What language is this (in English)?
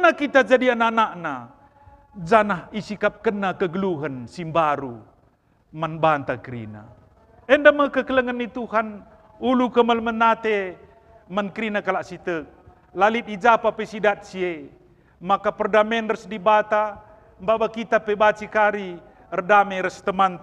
Batak Karo